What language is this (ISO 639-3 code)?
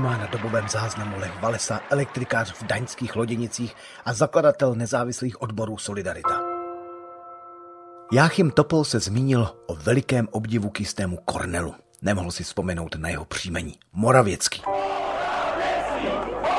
ces